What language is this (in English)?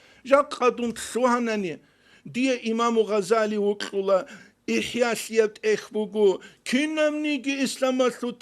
Avaric